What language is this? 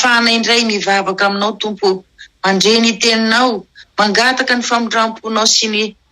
Malagasy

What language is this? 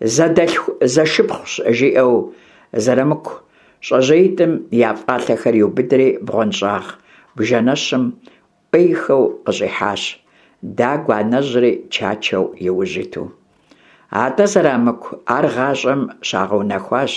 Kabardian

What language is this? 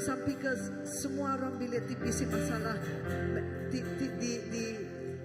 Iban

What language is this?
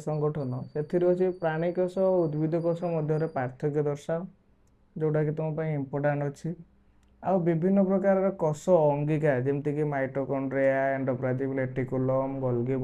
Odia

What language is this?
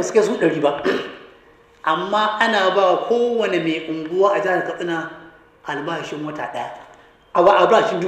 Hausa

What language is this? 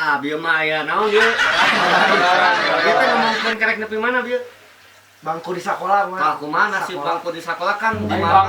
Sundanese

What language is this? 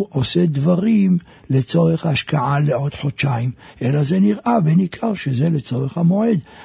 Hebrew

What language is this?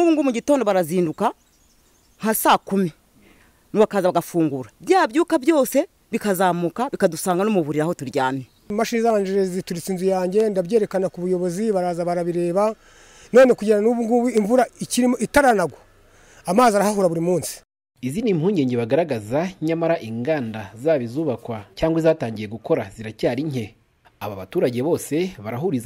Kinyarwanda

